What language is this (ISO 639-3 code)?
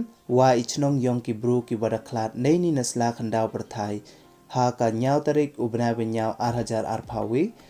pbv